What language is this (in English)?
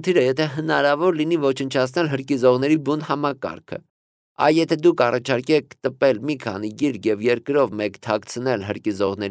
Armenian